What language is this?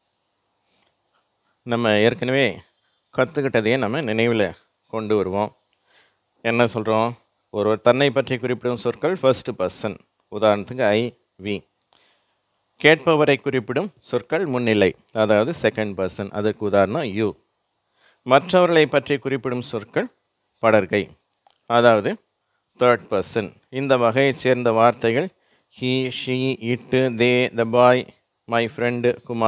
Tamil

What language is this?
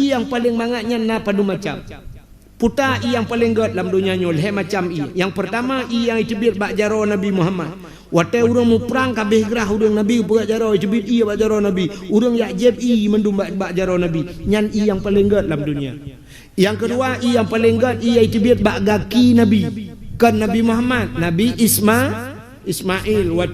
Achinese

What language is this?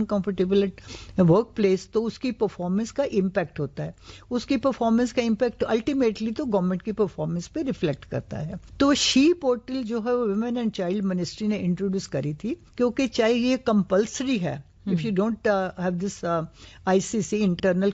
Urdu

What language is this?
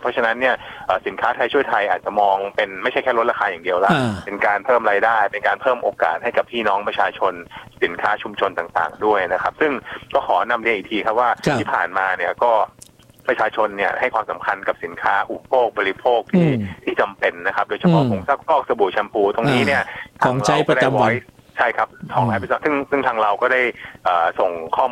Thai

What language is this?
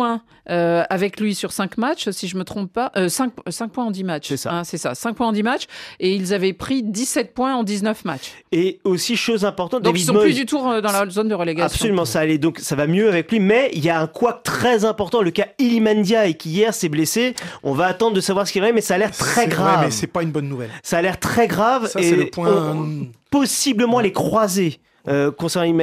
French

